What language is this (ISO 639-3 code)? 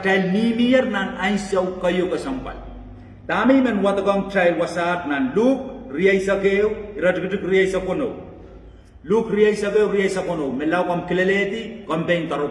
pon